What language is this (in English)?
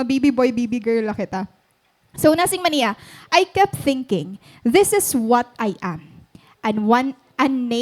Waray